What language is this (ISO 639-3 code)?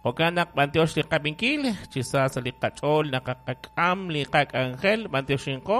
kek